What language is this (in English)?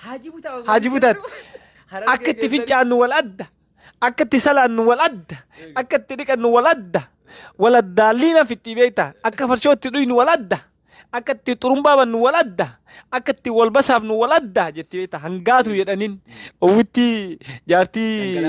Oromo